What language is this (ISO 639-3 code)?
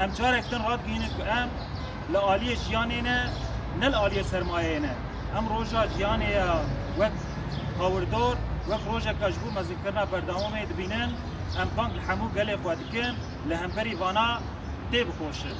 kur